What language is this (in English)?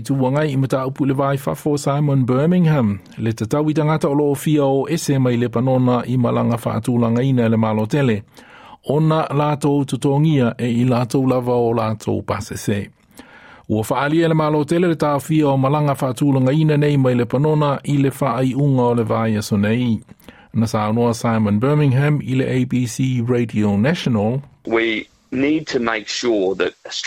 Samoan